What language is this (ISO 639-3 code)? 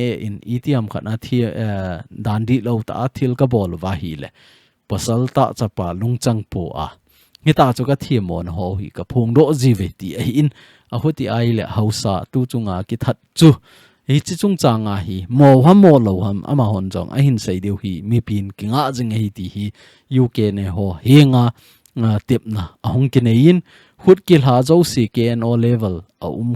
tcz